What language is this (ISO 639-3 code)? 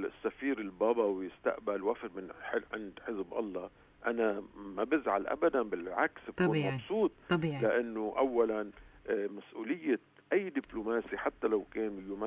apc